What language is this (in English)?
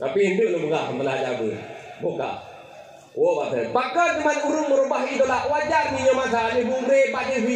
Achinese